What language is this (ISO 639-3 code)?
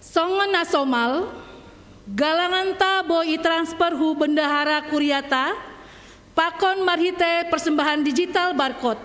bts